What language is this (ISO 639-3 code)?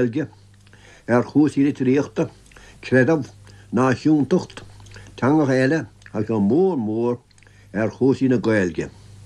gle